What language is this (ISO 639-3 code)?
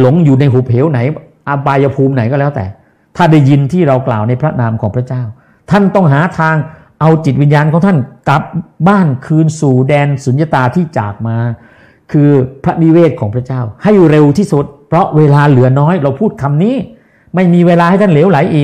tha